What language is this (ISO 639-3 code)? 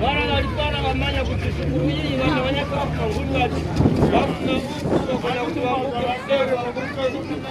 tum